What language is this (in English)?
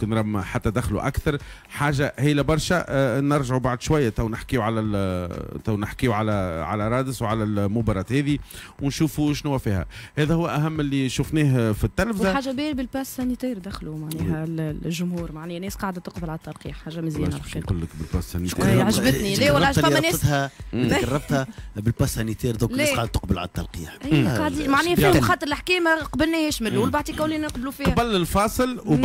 Tunisian Arabic